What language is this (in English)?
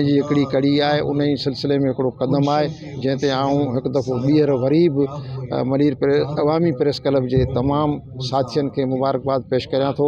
Sindhi